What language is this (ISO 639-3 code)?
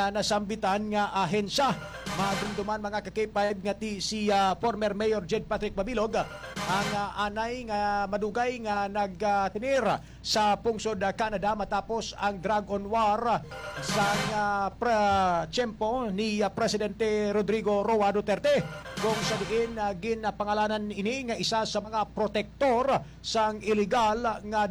hil